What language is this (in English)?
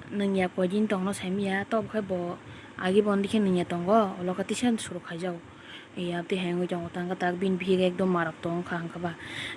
Kok Borok